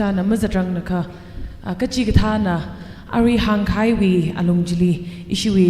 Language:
Tangkhul Naga (India)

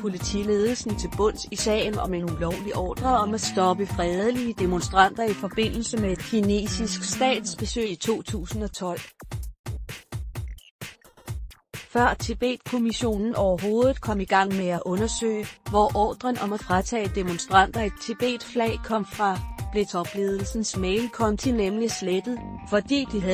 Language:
Danish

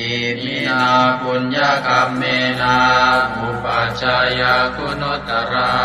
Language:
Pali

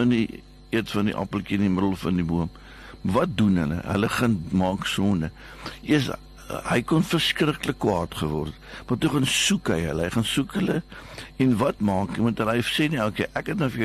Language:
Afrikaans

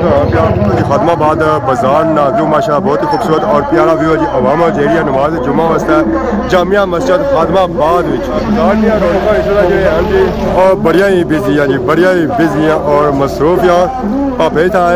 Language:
Pahari-Potwari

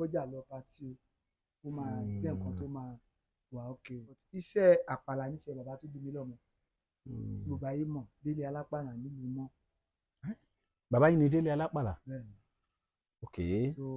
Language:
Yoruba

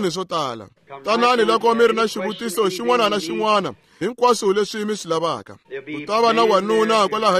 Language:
Tsonga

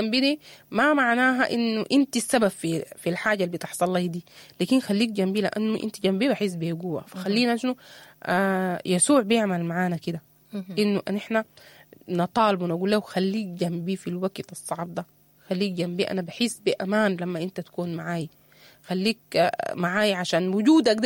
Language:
Sudanese Arabic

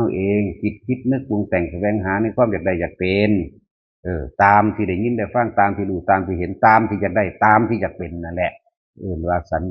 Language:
Northeastern Thai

